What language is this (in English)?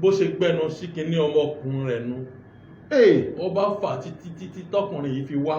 Yoruba